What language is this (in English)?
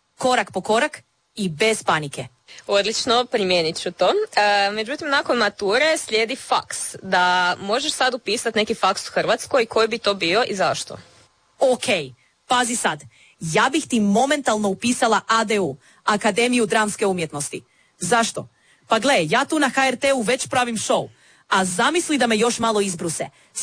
Croatian